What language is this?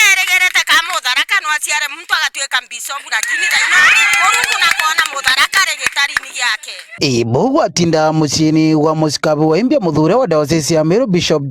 Meru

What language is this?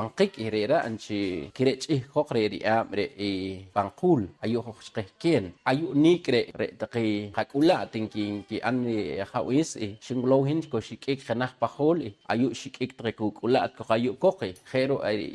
Poqomchi'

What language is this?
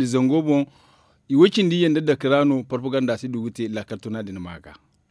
Zarma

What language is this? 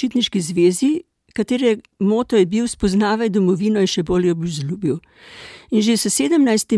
Slovenian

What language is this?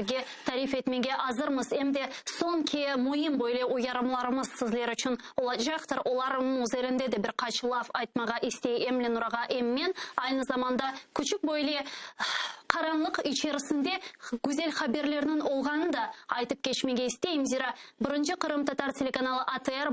Crimean Tatar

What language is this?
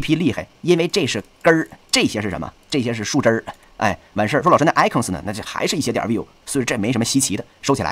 Chinese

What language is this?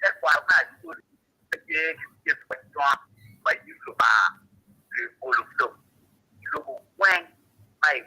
Acoli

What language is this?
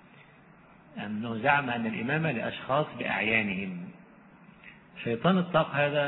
Arabic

